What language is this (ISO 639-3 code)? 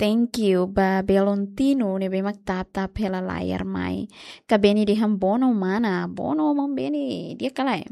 tet